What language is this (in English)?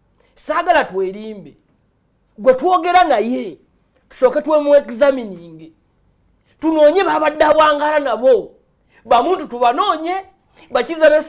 Ganda